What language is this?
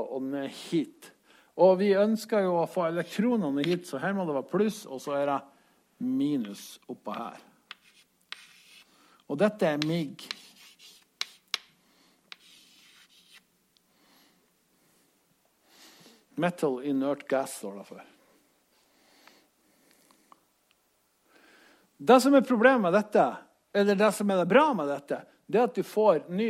Norwegian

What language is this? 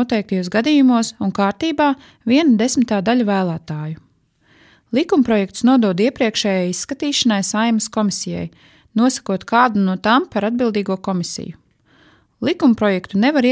Latvian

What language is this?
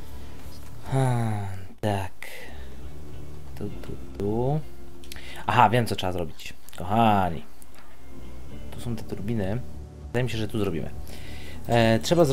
Polish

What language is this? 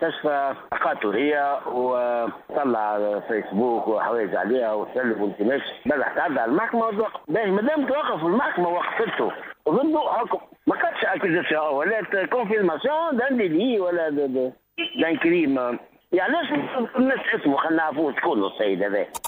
Tunisian Arabic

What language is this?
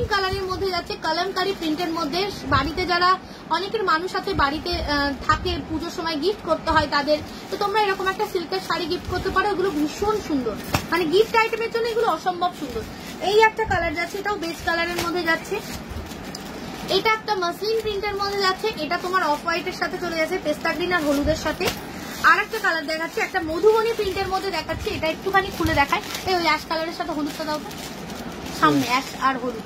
Bangla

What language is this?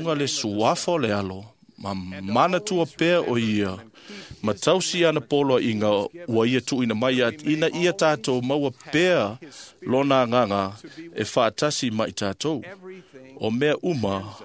Samoan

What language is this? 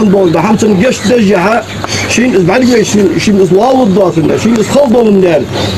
Ingush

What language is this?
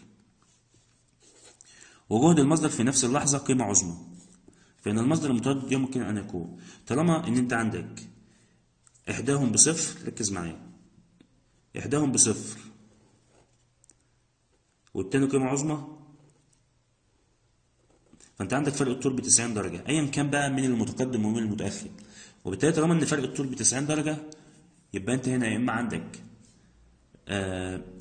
Egyptian Arabic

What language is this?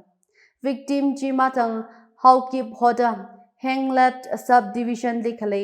Tangkhul Naga (India)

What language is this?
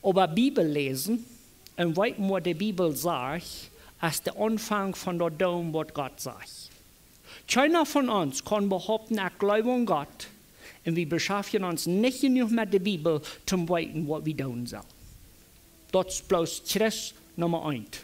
Plautdietsch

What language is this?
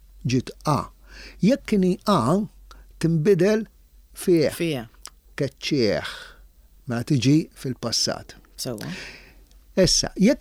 Maltese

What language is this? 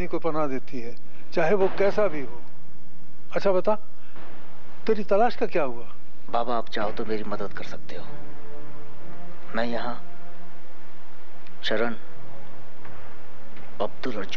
Hindi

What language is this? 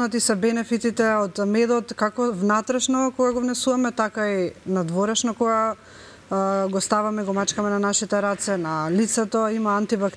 Macedonian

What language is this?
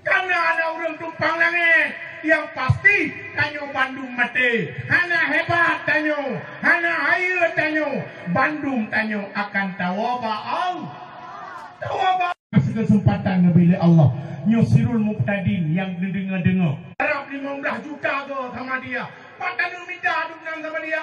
Achinese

